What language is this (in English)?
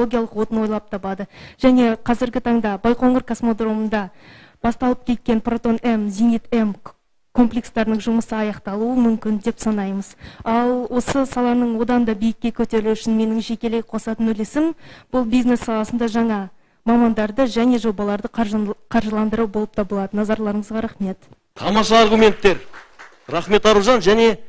Kazakh